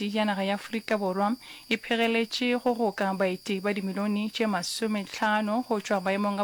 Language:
Northern Sotho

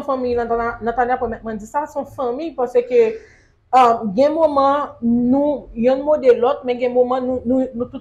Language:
Haitian Creole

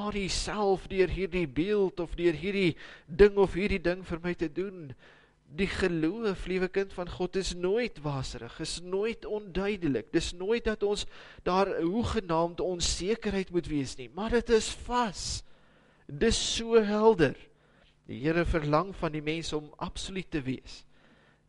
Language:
Afrikaans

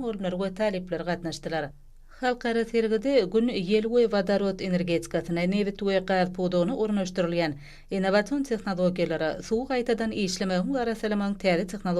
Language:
Turkmen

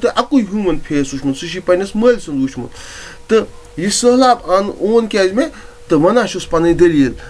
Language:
Kashmiri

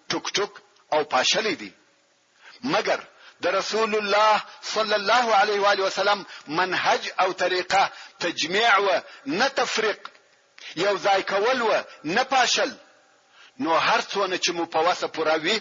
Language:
Pashto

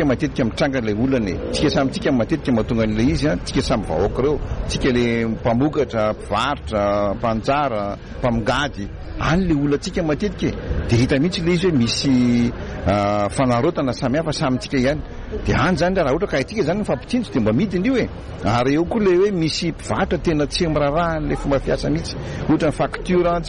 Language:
Malagasy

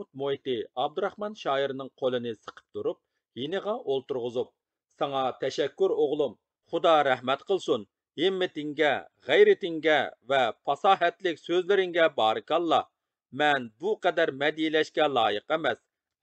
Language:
Uyghur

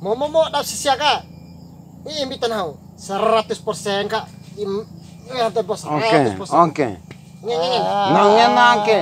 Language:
Bima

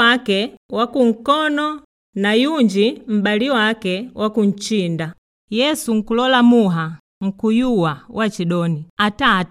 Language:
Makonde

